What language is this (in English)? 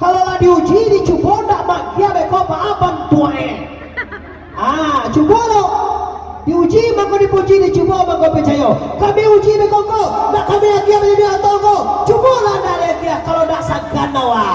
Minangkabau